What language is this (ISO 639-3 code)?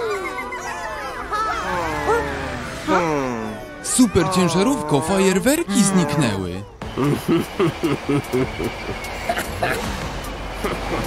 pol